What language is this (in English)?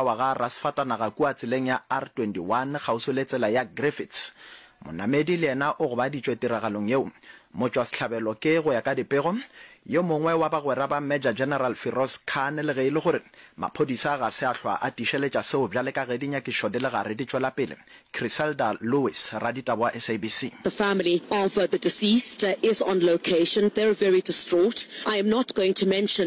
Northern Sotho